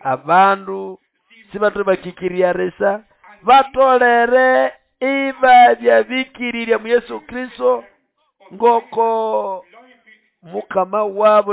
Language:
Nande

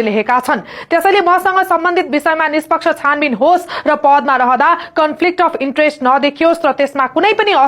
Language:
Nepali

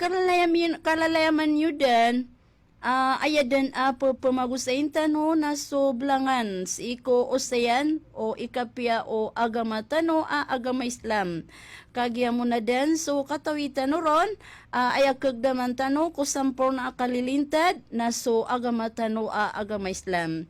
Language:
Maranao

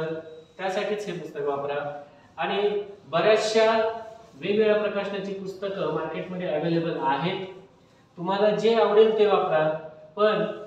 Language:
Marathi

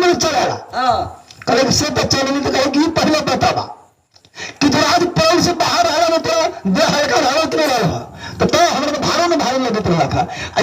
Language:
Maithili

